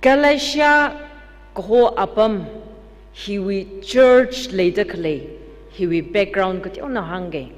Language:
Tangkhul Naga (India)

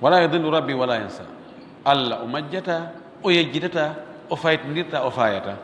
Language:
Fula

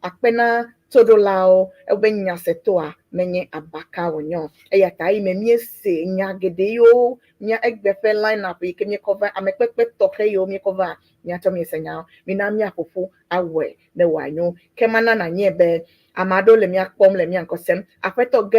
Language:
Ewe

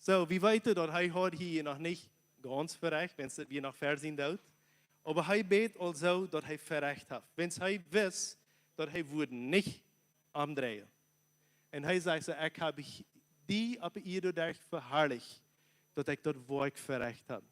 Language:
Plautdietsch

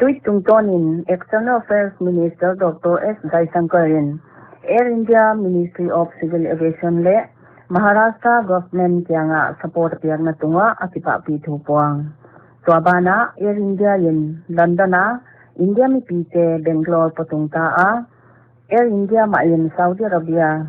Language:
Paite Chin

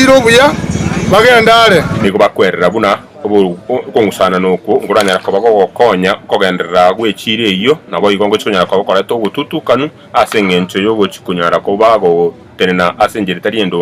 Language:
Gusii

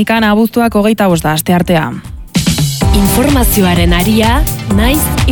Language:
Basque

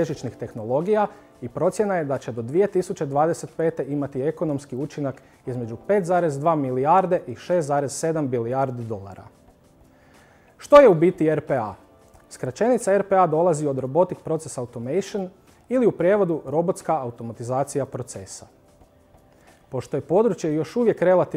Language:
Croatian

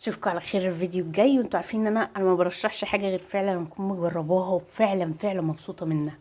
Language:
Egyptian Arabic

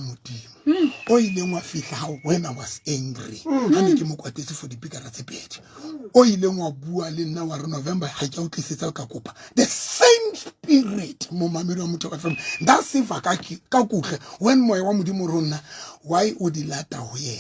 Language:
Southern Sotho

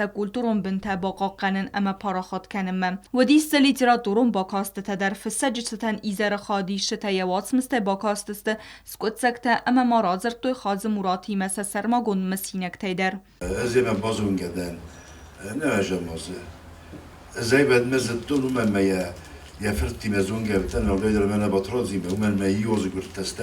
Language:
Ossetic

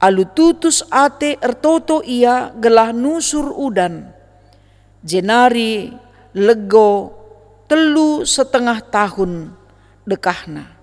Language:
Batak Karo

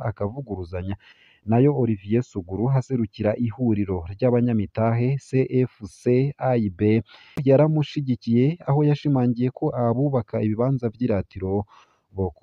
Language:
Rundi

